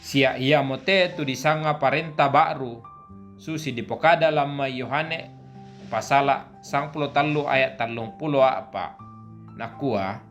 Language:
Toraja-Sa'dan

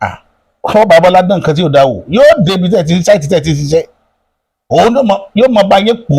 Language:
Yoruba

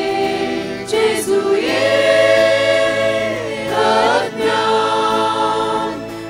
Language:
Konkani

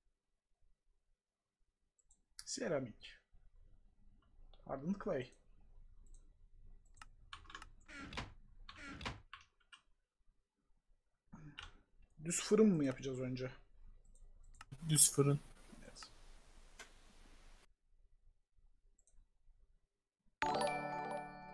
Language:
Turkish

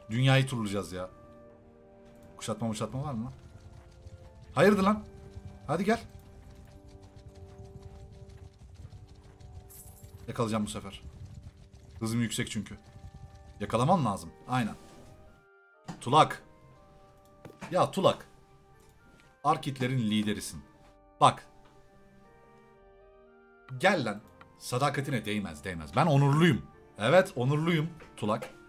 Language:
Turkish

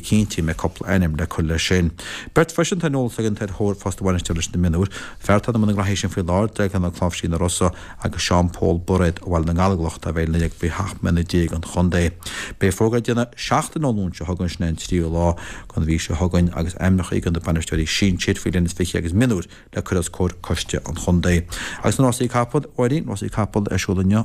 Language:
Irish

